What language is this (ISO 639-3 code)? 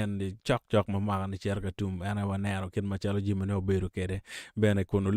ach